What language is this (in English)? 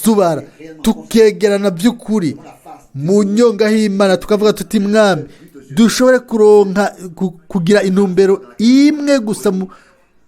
Rundi